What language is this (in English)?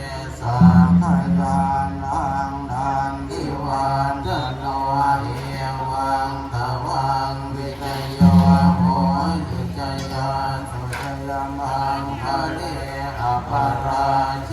Pali